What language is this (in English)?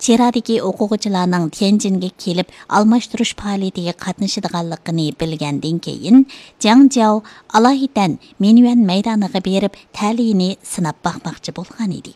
Uyghur